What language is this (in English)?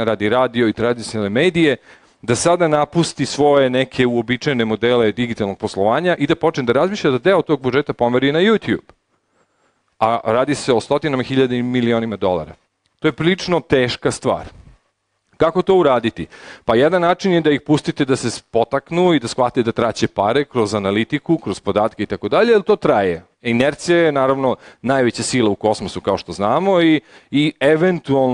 Serbian